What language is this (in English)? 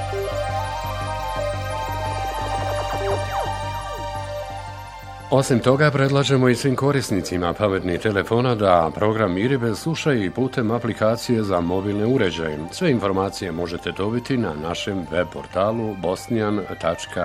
Bosnian